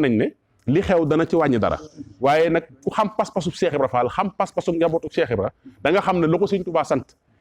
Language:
Wolof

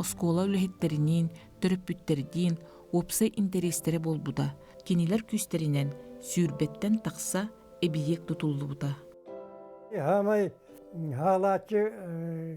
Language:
Yakut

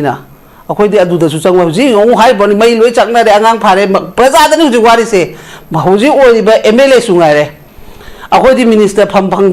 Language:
Manipuri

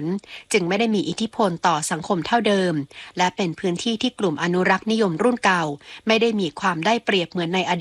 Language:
Thai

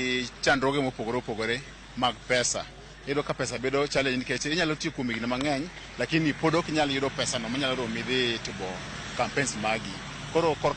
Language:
Luo (Kenya and Tanzania)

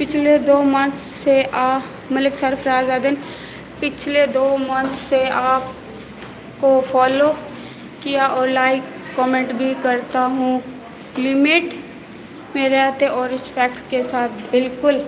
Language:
Saraiki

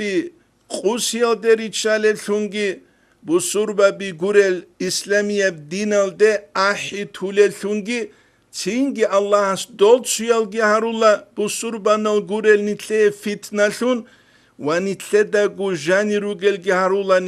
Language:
Avaric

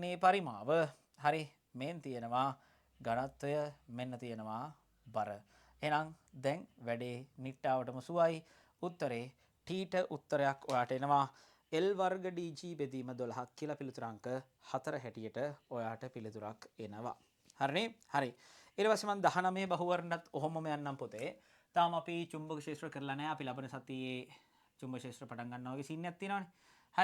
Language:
Sinhala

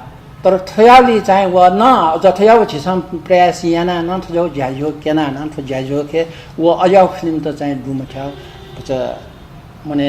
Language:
Newari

